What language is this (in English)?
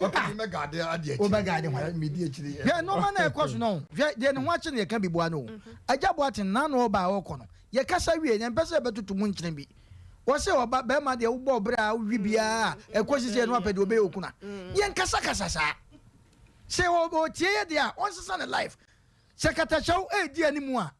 Akan